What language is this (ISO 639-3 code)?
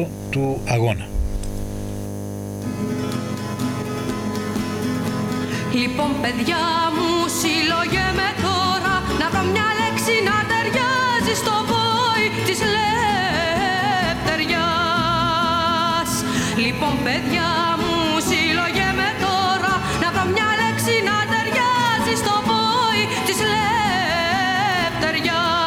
ell